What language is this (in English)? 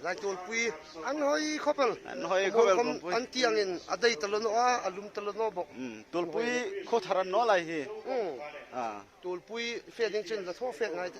Hmar